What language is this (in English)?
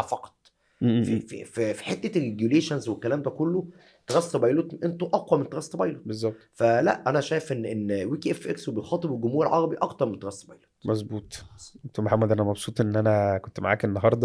Egyptian Arabic